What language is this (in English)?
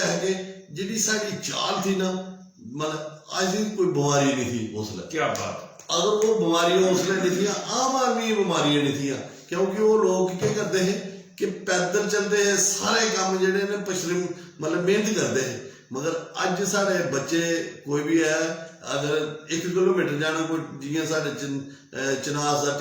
Dogri